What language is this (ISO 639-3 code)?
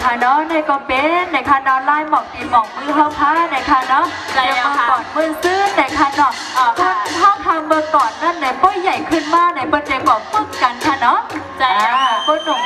shn